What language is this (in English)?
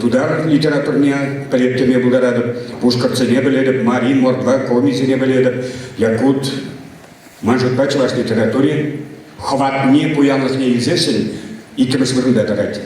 Chuvash